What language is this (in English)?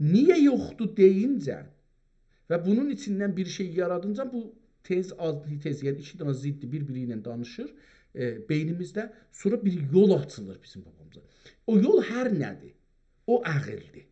South Azerbaijani